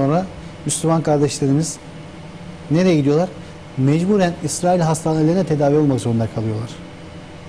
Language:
Turkish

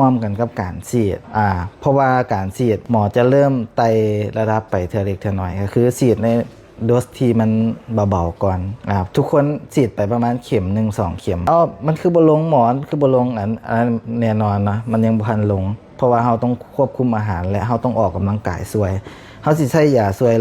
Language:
Lao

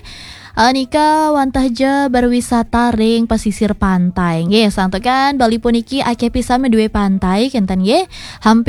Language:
Balinese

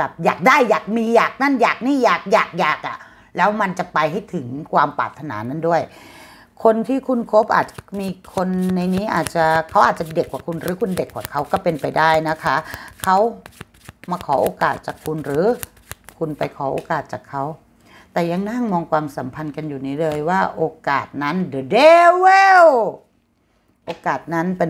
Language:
Thai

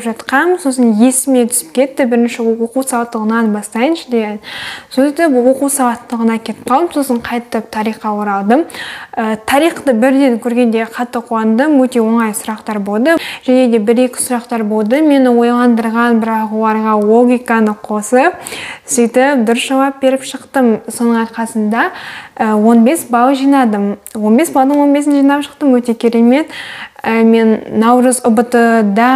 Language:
Kazakh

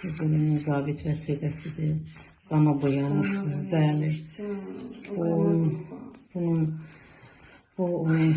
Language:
Azerbaijani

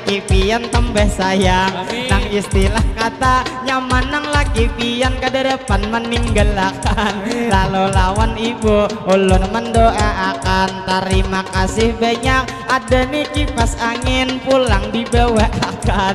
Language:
Banjar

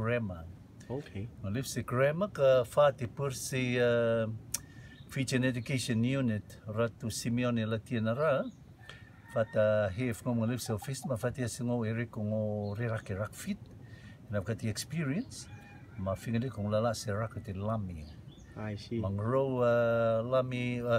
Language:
Rotuman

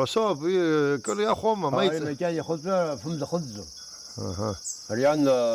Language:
Abkhazian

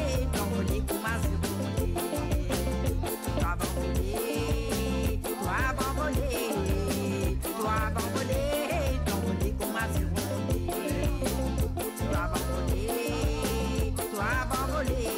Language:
French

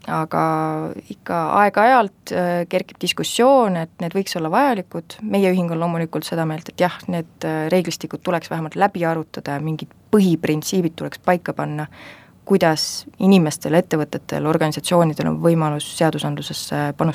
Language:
Estonian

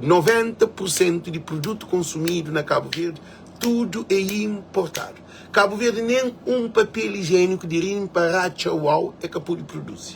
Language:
Kabuverdianu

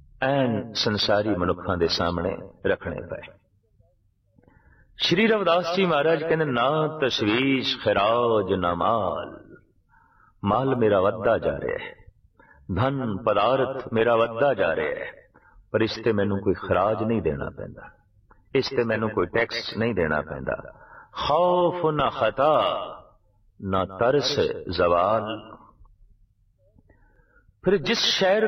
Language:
Punjabi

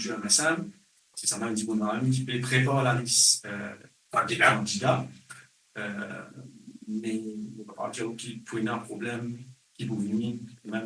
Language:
Morisyen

